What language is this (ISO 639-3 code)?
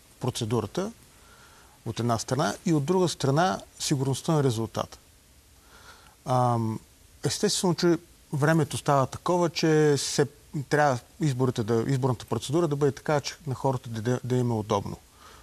bul